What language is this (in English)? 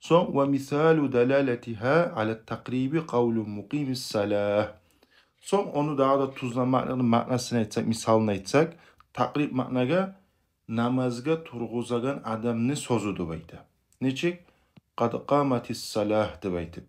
Kumyk